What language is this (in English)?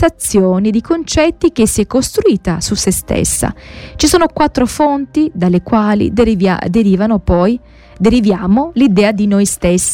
Italian